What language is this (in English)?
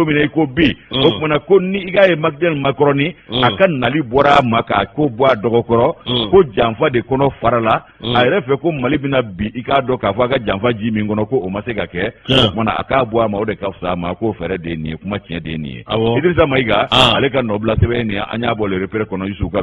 Bambara